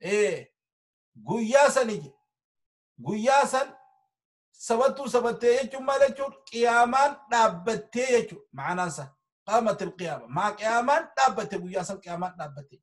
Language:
Oromo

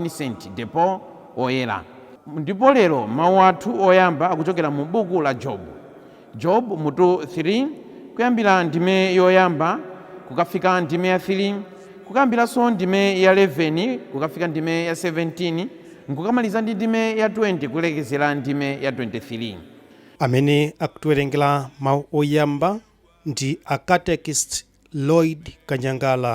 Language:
Nyanja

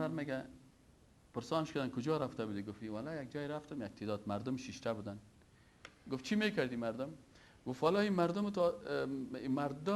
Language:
Persian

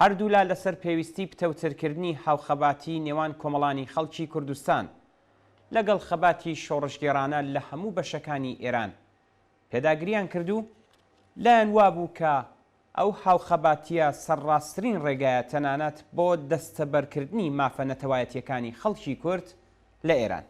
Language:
Central Kurdish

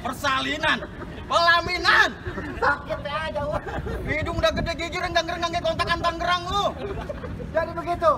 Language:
Betawi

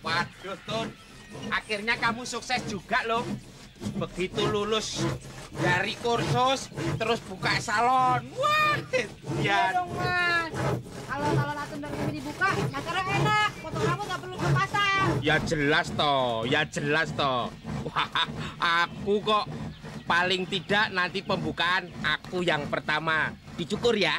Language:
Betawi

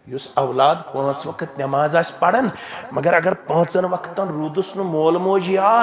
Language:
Kashmiri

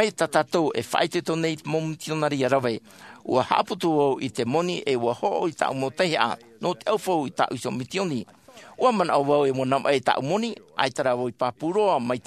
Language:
Tahitian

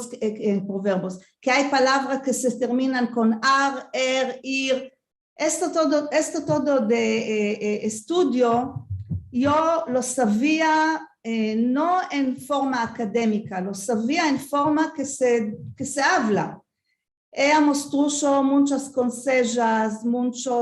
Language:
Ladino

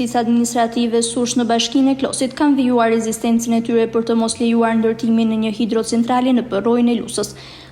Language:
Albanian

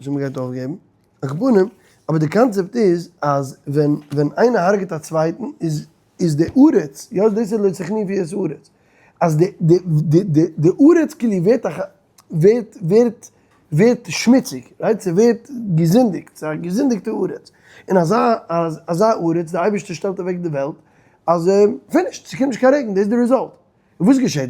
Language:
Yiddish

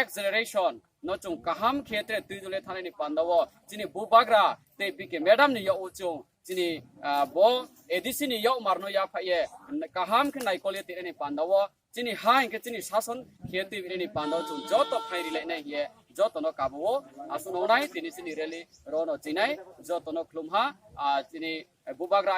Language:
Riang (India)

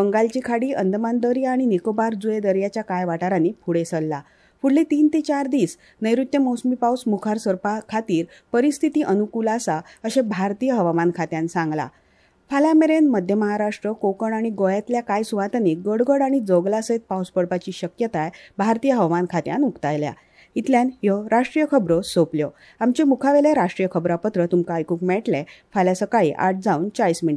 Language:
Konkani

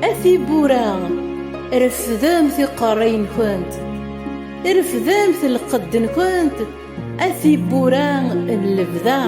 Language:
Kabyle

